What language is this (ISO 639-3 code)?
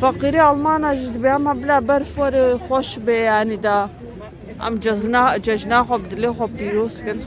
kur